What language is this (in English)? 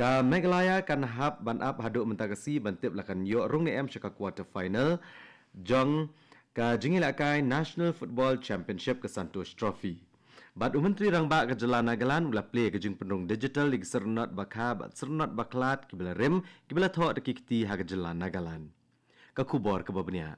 Khasi